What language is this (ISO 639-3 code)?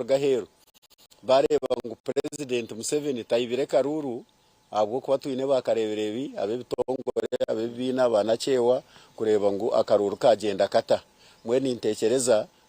nyn